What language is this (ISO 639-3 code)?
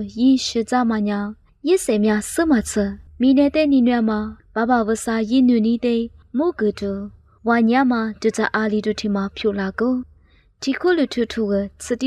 lis